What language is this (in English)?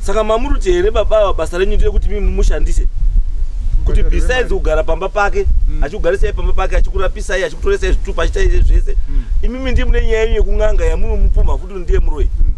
Shona